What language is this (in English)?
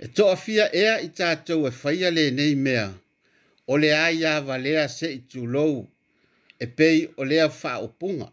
Samoan